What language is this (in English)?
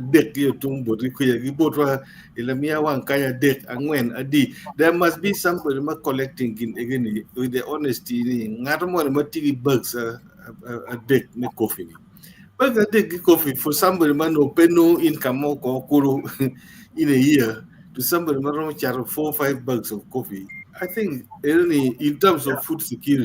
Acoli